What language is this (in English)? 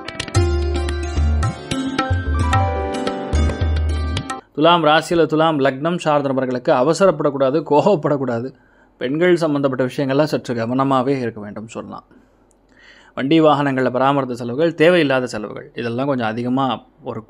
Tamil